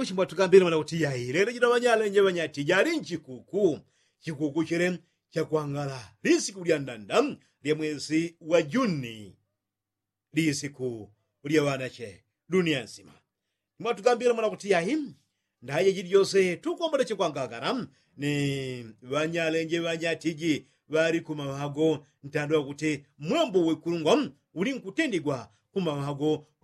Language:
Yao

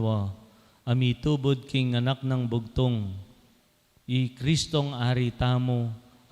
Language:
Pampanga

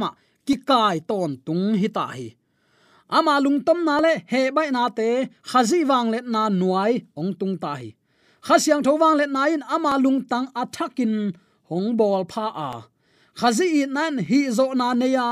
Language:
Tedim Chin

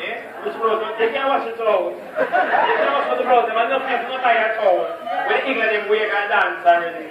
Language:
Jamaican Creole English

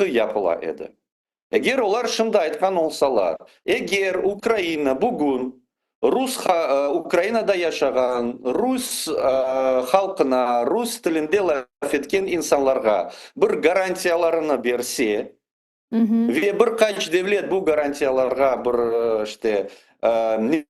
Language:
Crimean Tatar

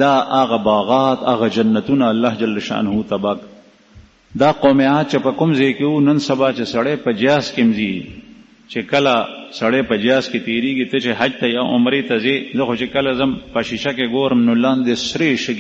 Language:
Pashto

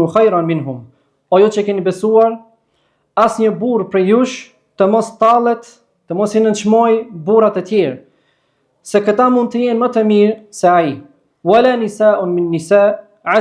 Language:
Albanian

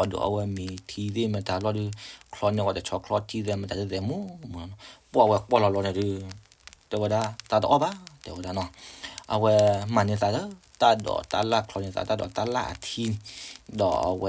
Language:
S'gaw Karen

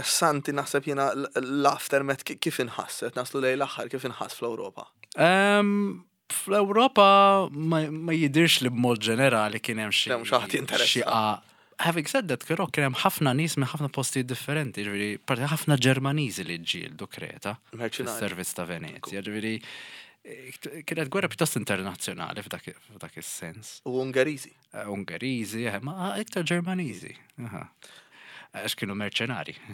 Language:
Maltese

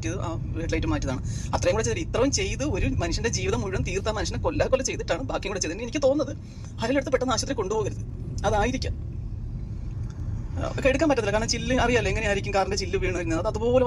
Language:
Malayalam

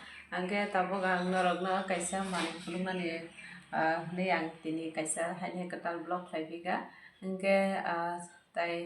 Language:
Kok Borok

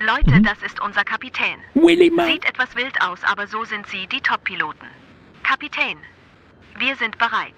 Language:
Swiss German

